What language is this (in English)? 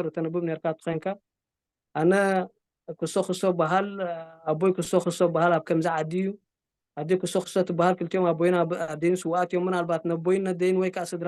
Tigrinya